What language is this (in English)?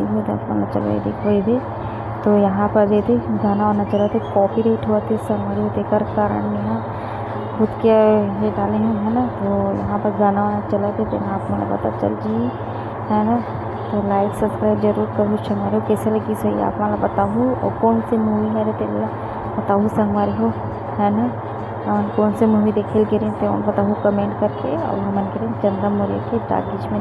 Chhattisgarhi